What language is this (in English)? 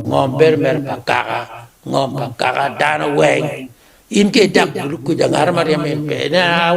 Acoli